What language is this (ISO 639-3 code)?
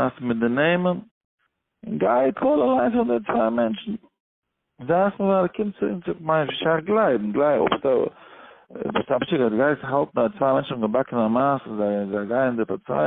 yid